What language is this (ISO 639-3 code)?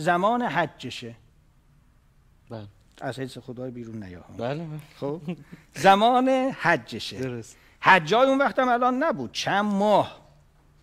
fas